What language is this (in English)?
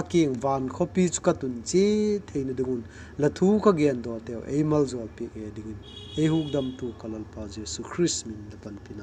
Vaiphei